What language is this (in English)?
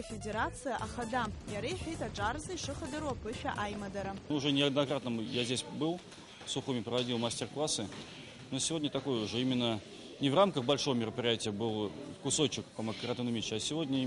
Abkhazian